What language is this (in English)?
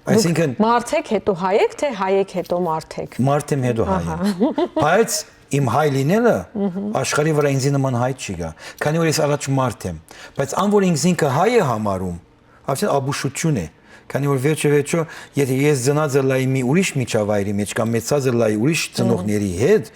Western Armenian